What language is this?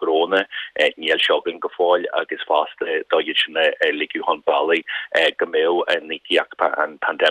Irish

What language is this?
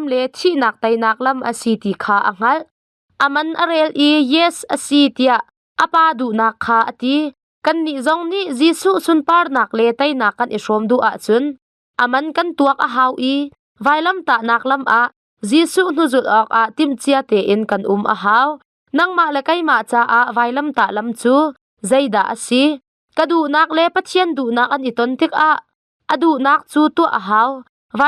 Hakha Chin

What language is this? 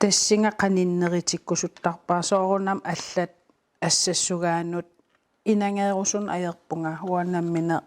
Kalaallisut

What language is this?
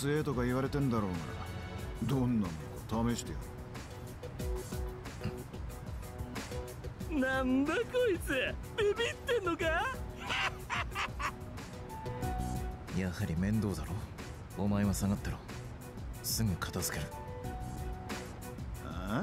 Japanese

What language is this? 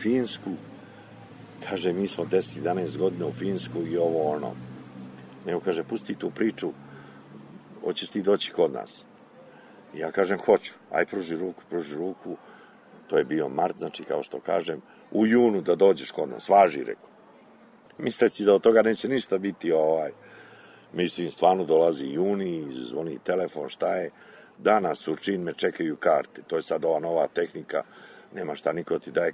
Serbian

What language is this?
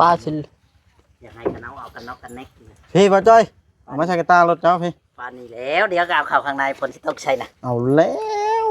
Northeastern Thai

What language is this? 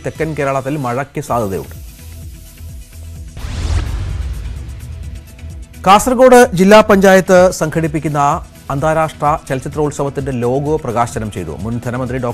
Malayalam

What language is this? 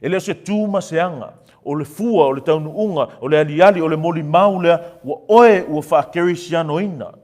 Samoan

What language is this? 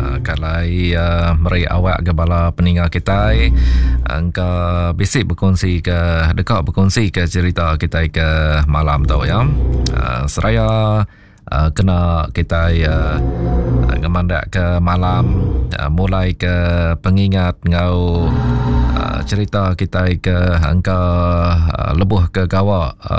Iban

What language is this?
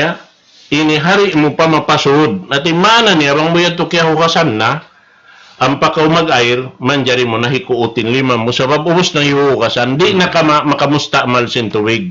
Tausug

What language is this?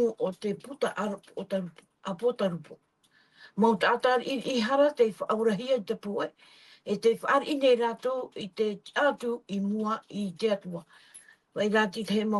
Tahitian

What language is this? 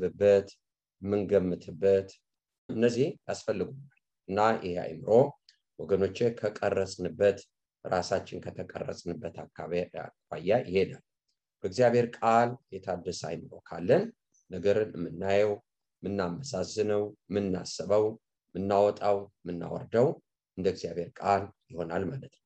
Amharic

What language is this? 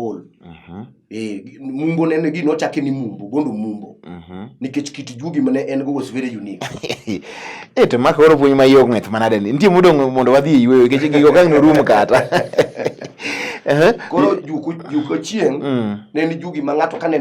Luo (Kenya and Tanzania)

